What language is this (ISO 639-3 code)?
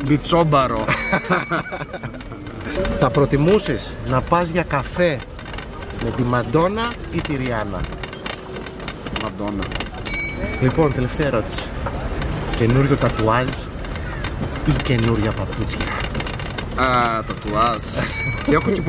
ell